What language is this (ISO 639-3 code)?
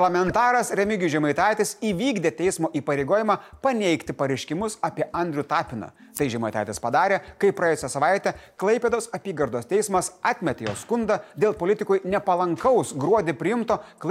lit